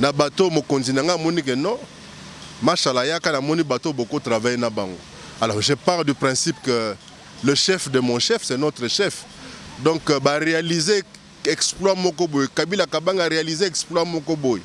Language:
Lingala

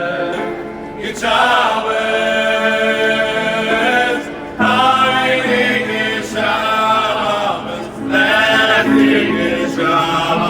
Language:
Yiddish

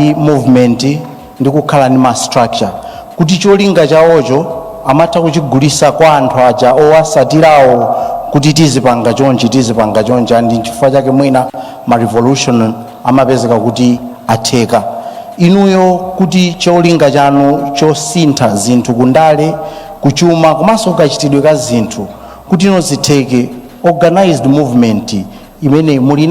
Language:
Nyanja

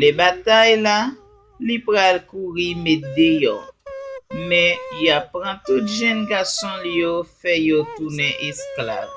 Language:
Haitian Creole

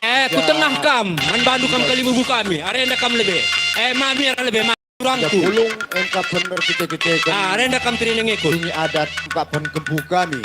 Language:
Batak Karo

